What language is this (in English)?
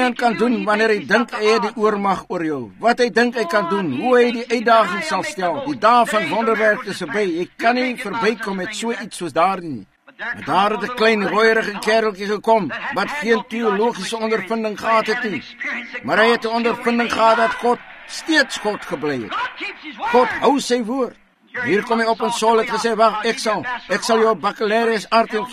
Afrikaans